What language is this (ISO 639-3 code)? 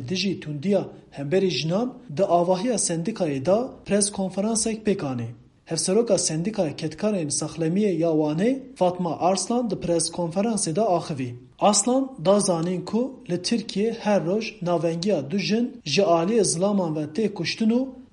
kur